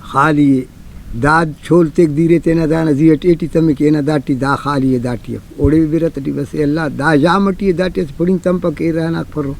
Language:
Brahui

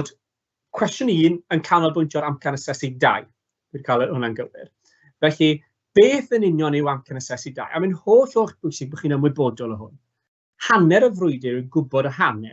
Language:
Welsh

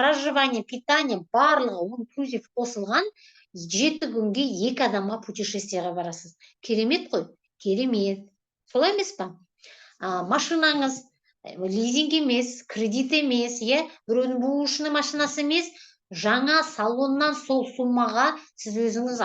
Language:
Kazakh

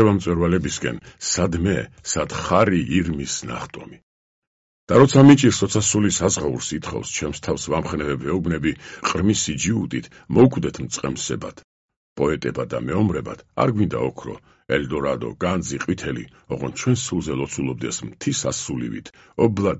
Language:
Georgian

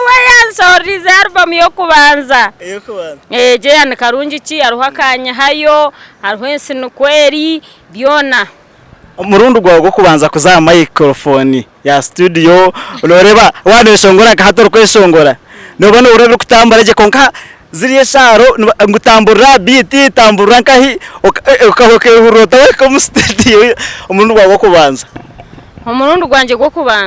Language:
Nyankole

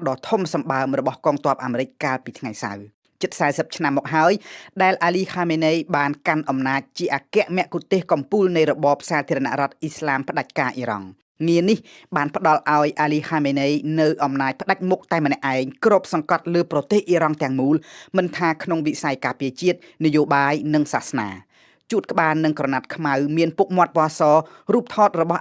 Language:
Khmer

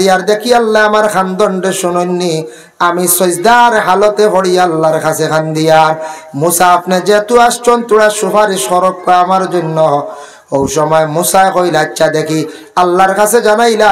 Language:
Sylheti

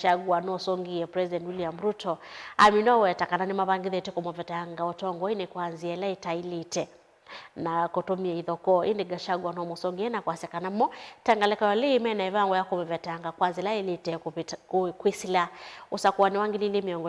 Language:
Kamba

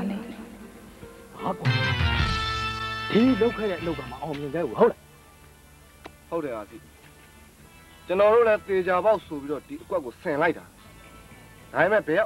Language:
Burmese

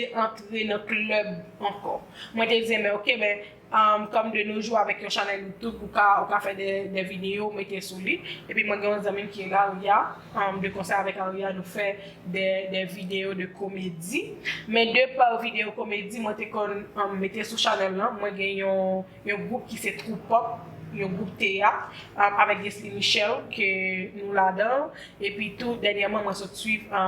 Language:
Haitian Creole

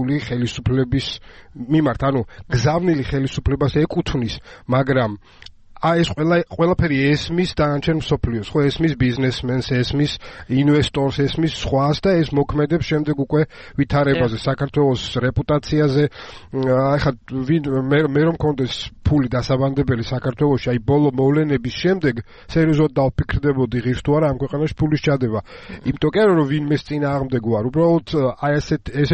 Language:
Georgian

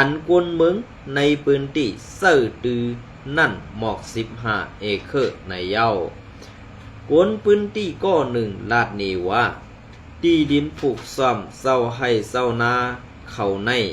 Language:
Shan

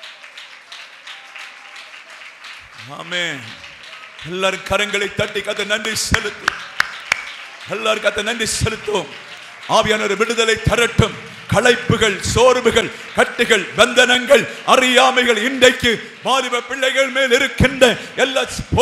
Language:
Tamil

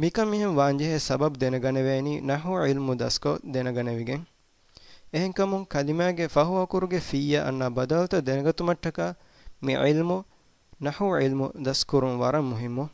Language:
Divehi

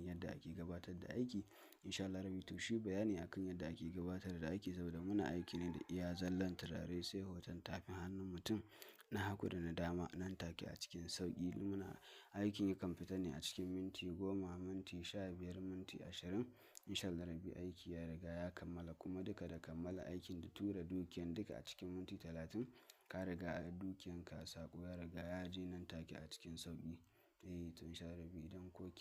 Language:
Hausa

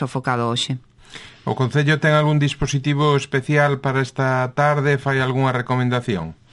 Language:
Galician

